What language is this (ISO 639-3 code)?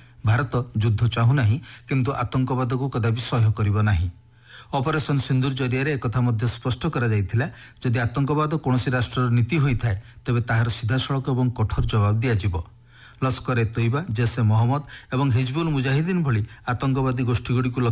ori